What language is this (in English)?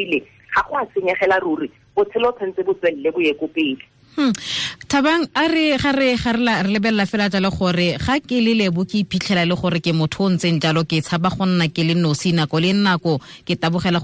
Tswana